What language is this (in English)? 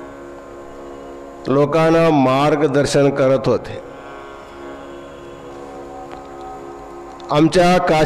Marathi